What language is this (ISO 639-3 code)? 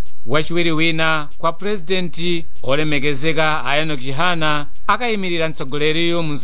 nya